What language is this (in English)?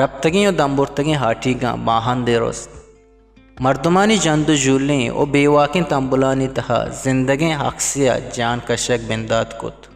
Eastern Balochi